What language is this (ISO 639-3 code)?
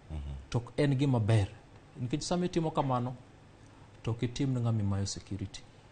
luo